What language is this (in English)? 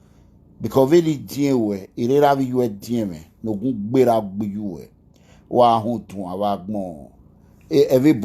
Nigerian Pidgin